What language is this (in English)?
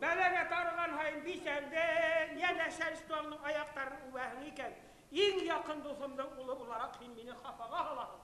Bashkir